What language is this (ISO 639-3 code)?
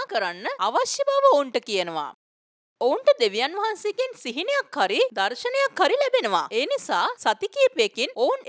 sin